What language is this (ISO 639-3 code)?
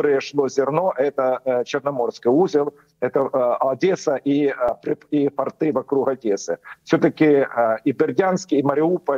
rus